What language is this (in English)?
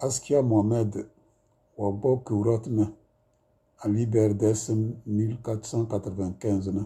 Tem